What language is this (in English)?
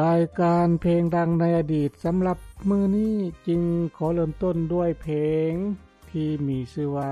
Lao